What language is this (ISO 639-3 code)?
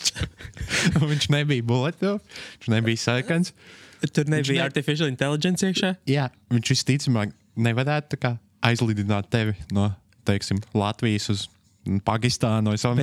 lav